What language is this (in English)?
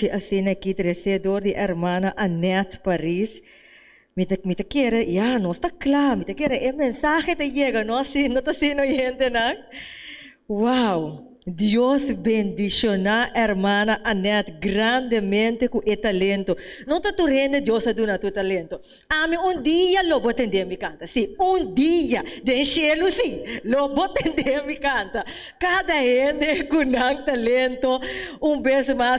Papiamento